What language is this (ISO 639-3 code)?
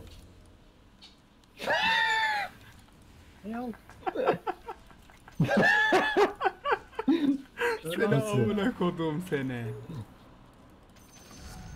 tur